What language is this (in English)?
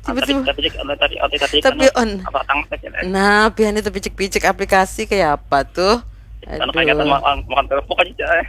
Banjar